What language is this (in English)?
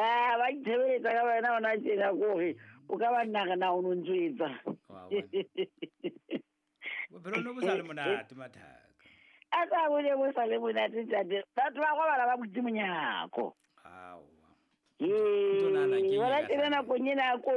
Southern Sotho